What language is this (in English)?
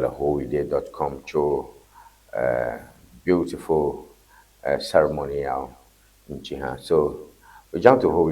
Ewe